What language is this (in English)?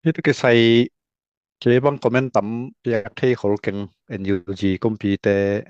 Tedim Chin